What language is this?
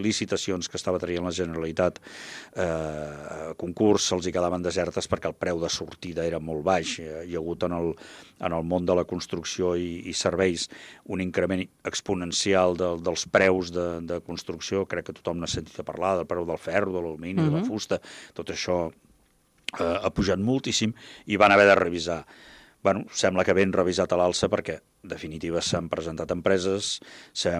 Catalan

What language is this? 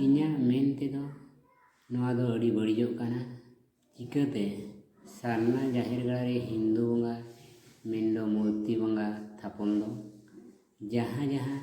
Santali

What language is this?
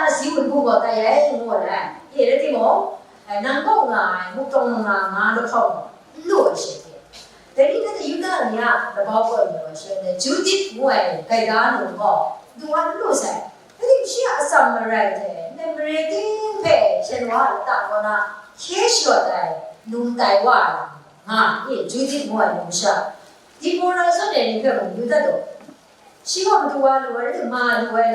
Kachin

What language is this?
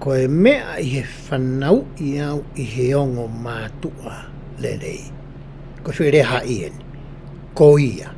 Tongan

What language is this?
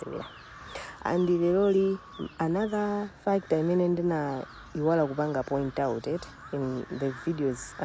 Nyanja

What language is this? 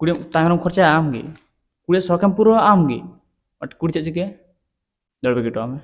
Santali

